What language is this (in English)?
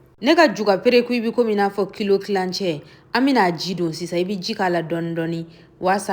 Bambara